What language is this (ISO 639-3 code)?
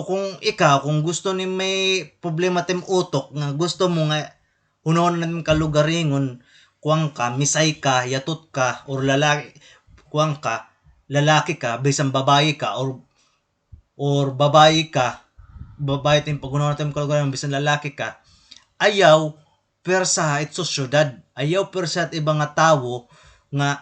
war